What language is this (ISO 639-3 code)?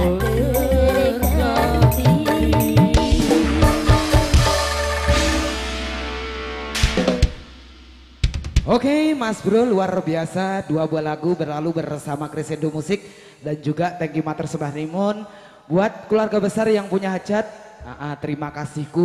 ind